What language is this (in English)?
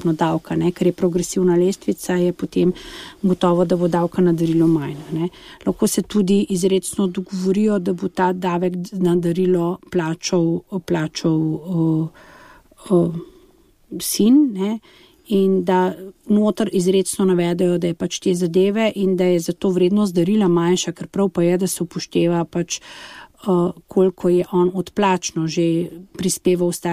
Slovenian